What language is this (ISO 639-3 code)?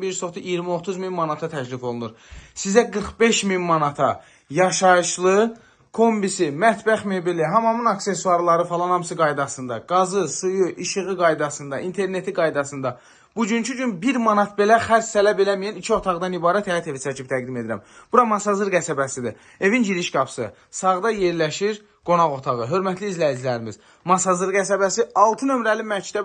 aze